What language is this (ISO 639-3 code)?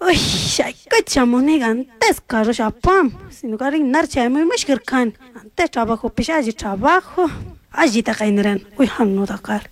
qug